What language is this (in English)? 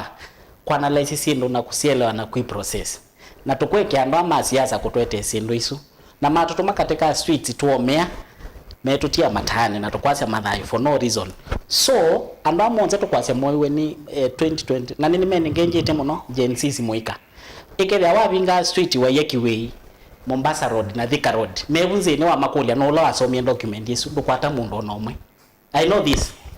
Kamba